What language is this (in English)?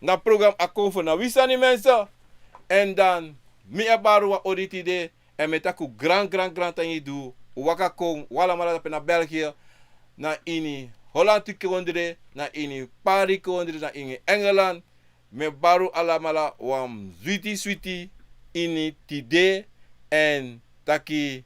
Sranan Tongo